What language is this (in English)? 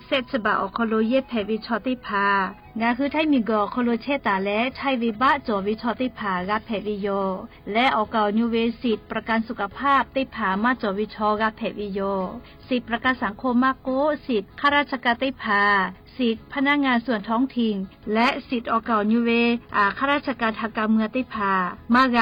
Lahu